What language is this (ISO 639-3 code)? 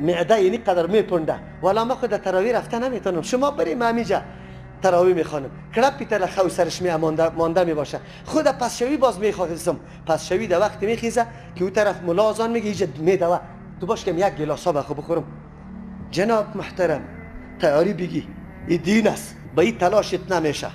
fas